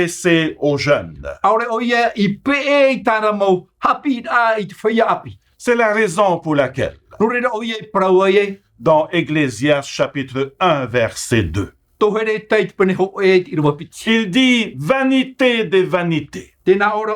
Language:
Tahitian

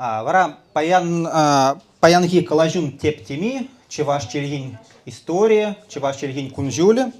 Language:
Chuvash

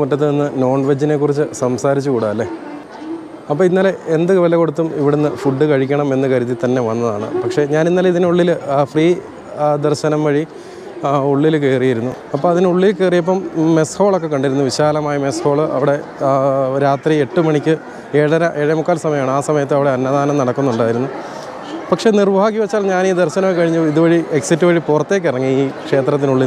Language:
Malayalam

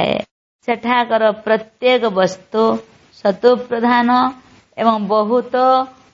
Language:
Odia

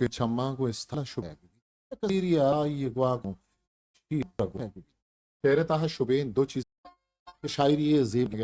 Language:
Eastern Balochi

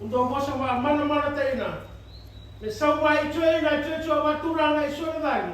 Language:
Fijian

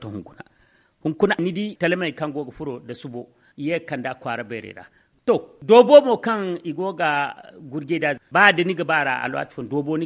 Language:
Zarma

